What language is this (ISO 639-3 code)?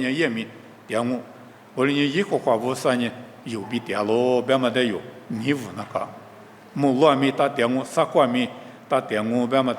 lis